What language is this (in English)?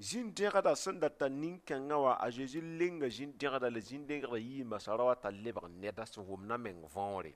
Mossi